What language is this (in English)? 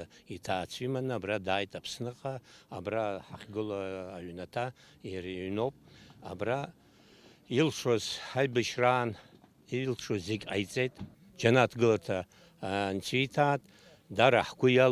Abkhazian